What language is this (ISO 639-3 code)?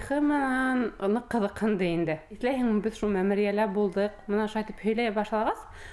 bak